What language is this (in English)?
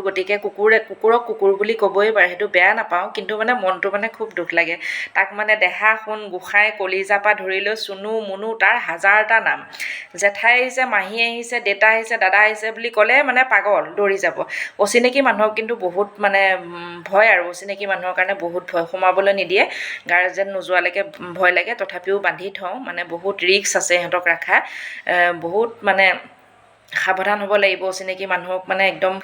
Assamese